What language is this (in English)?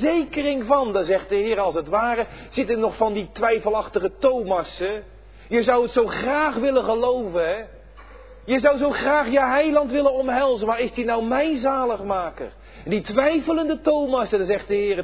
Dutch